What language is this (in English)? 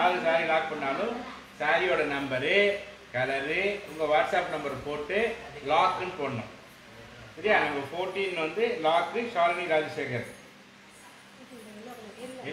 Tamil